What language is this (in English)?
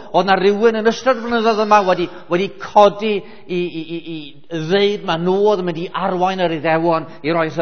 Welsh